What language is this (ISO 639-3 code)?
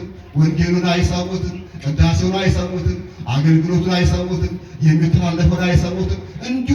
amh